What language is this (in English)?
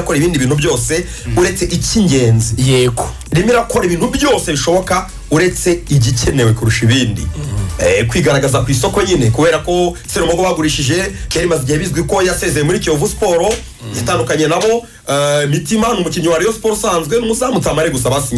Kinyarwanda